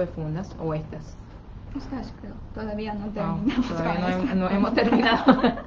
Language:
Spanish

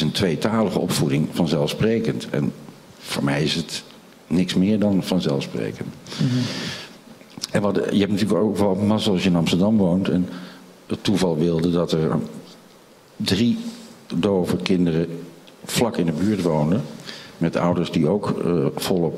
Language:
Dutch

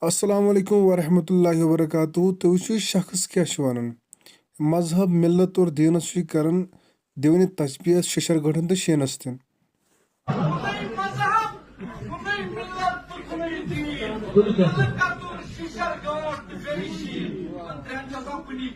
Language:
Kashmiri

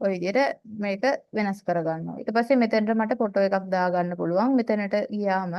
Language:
Sinhala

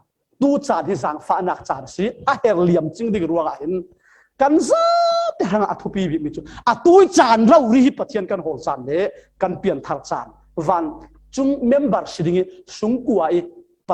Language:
Falam Chin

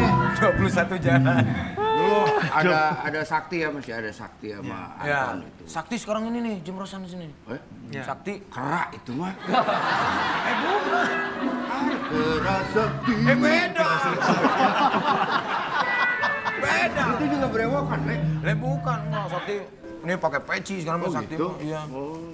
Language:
Indonesian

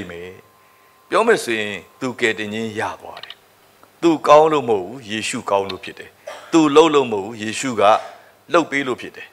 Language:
Burmese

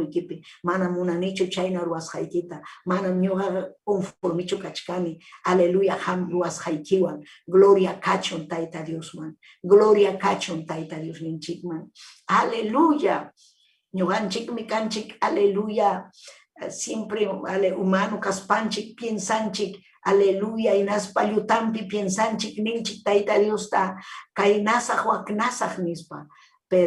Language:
Ayacucho Quechua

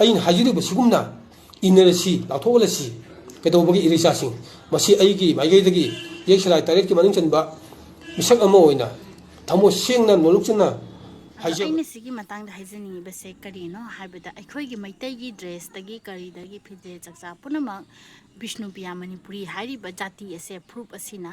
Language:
Manipuri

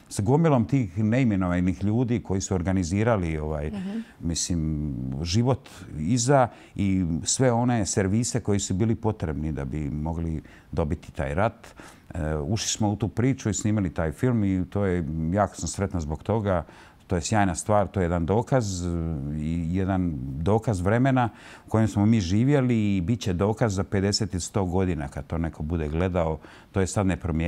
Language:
Croatian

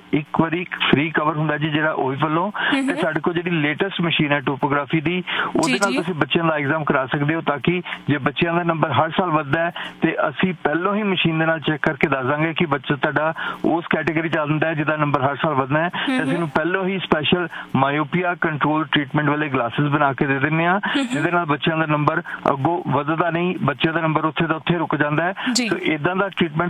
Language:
Punjabi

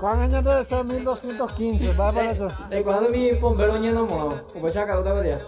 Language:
Guarani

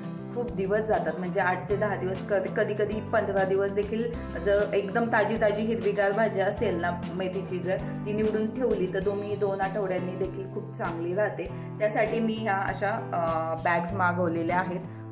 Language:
Marathi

